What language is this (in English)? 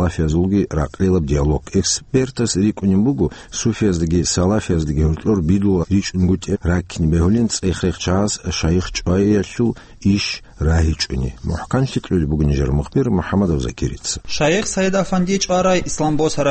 Avaric